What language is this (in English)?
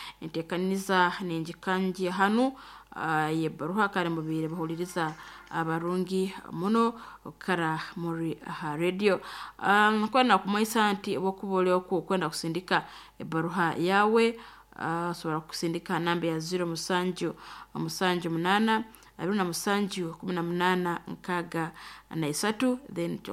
Nyoro